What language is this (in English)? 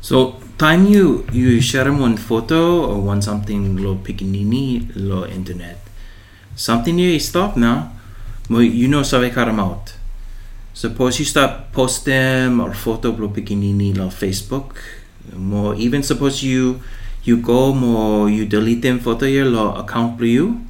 Bislama